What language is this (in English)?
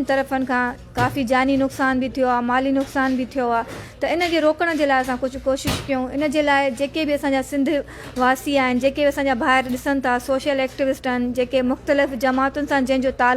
Sindhi